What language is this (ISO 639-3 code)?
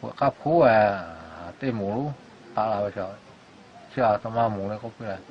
lhu